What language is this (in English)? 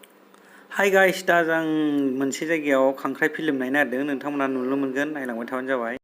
Bodo